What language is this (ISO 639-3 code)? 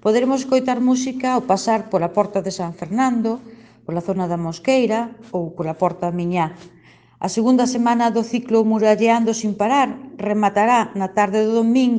glg